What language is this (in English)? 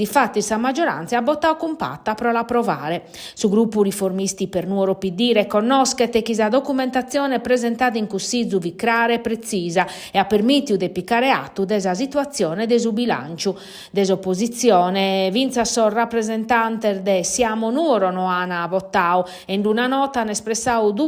Sardinian